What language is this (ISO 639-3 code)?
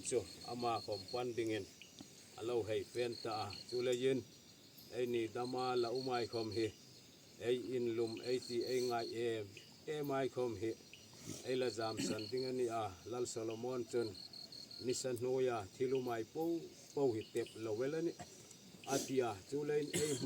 hmr